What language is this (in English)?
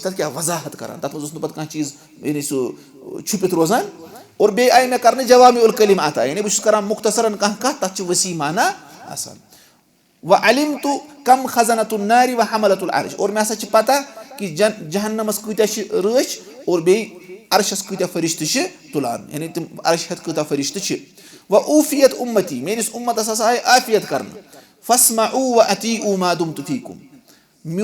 Kashmiri